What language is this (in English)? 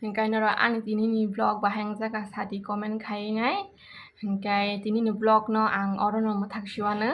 Kok Borok